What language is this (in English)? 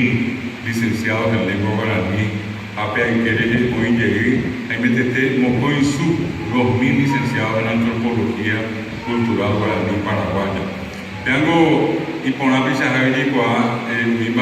Guarani